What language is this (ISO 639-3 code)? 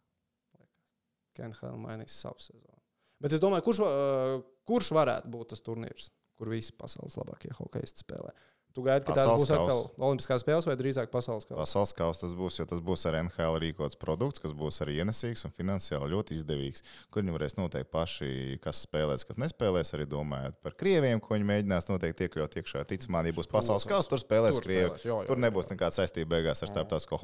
lav